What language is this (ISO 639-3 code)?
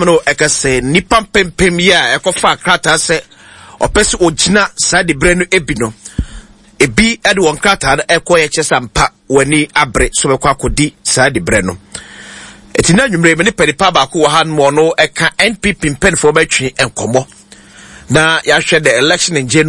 aka